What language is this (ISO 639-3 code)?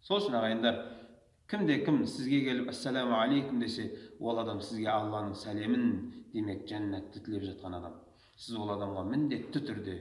kaz